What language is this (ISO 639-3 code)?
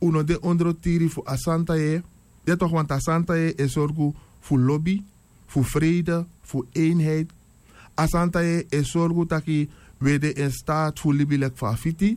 srn